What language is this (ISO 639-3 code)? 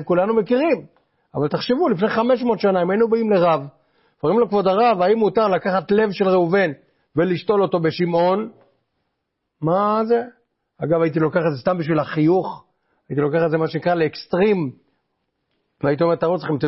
heb